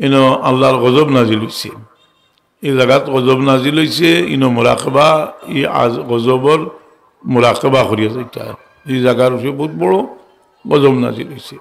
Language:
Sylheti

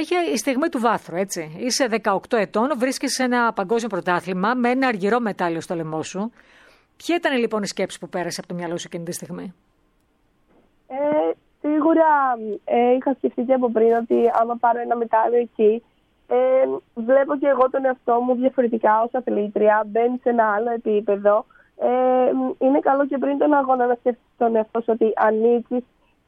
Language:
Greek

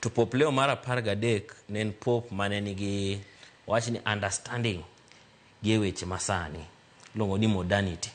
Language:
Luo (Kenya and Tanzania)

